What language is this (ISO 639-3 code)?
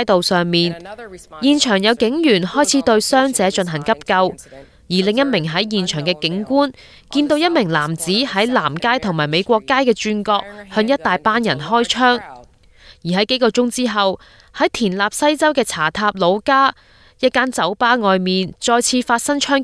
yue